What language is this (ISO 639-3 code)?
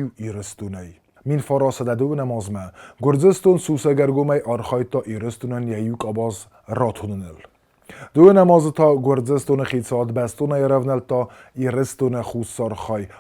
oss